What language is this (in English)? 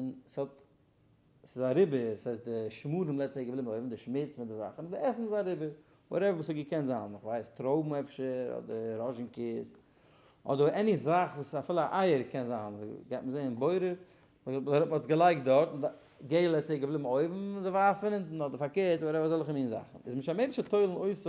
Yiddish